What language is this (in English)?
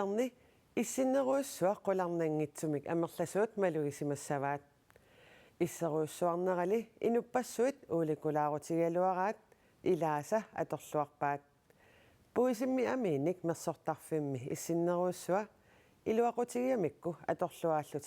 Kalaallisut